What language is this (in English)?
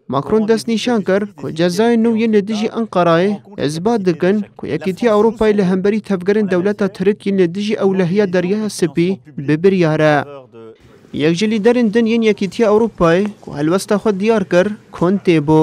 Kurdish